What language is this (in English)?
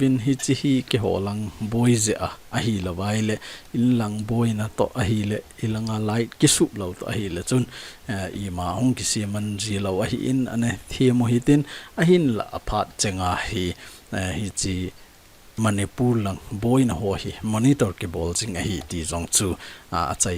Thado Chin